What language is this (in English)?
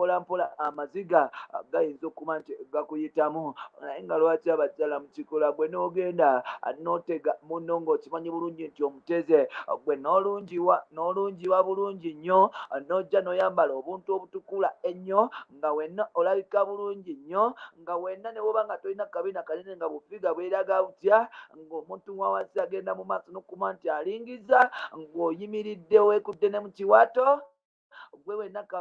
Ganda